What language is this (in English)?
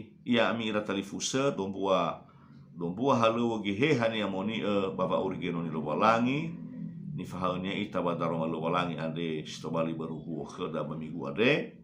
Nias